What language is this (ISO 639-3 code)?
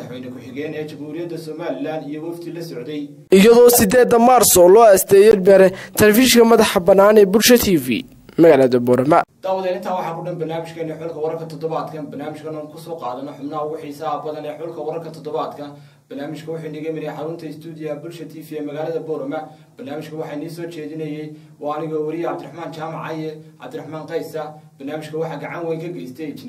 som